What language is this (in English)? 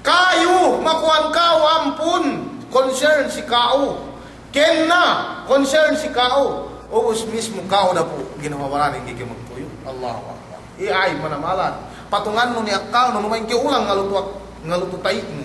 Yakan